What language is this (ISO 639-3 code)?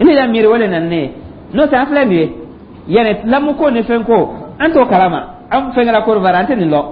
dyu